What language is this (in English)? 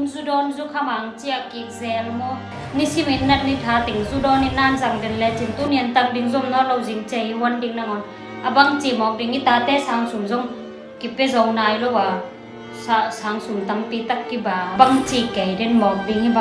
Tedim Chin